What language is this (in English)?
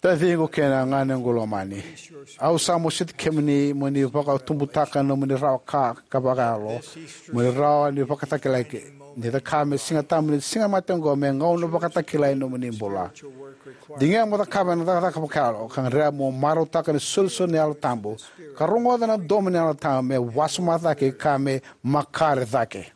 Fijian